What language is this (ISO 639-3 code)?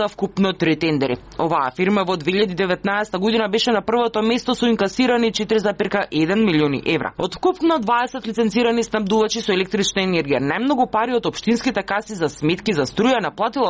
mkd